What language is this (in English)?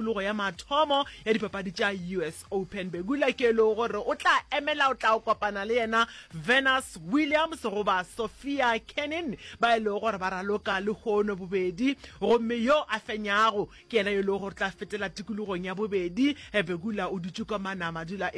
Northern Sotho